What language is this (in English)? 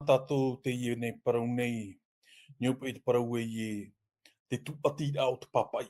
Tahitian